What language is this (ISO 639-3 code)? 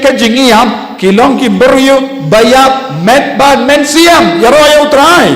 kha